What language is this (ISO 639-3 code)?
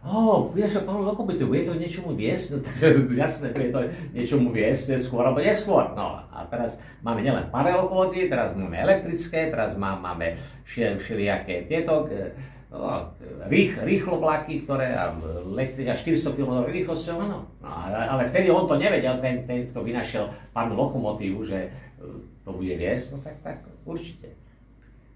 slk